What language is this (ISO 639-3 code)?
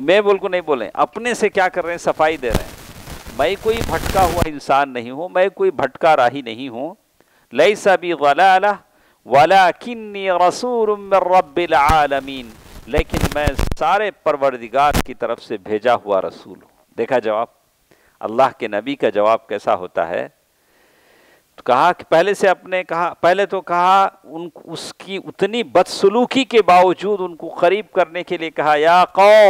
urd